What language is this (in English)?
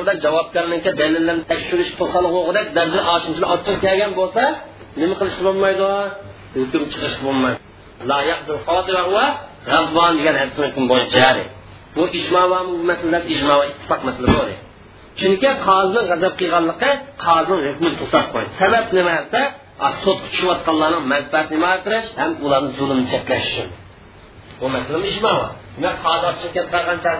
Uyghur